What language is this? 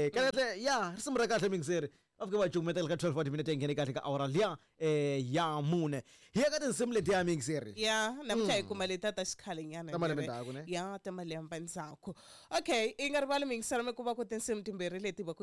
Tsonga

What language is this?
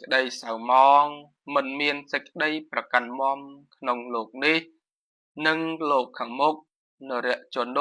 Khmer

